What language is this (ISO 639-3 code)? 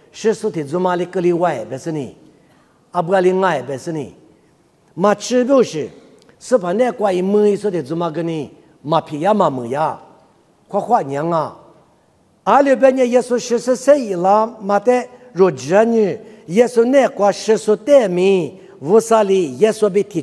lis